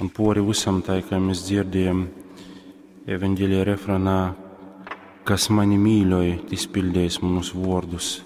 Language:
Latgalian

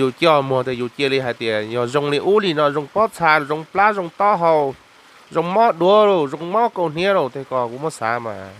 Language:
Hmong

